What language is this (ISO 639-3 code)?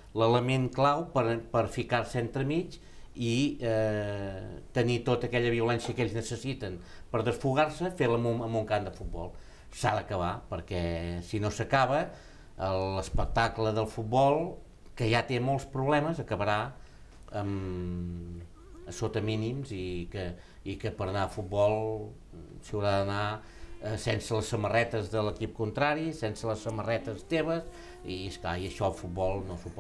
cat